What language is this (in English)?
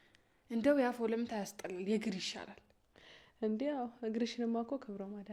Amharic